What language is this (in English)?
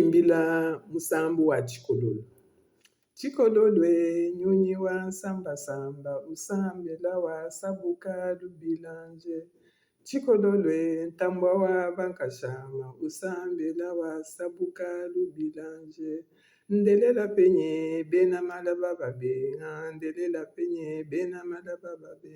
Luba-Lulua